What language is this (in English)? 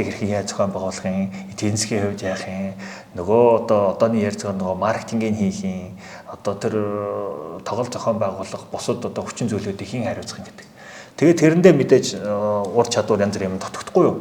Mongolian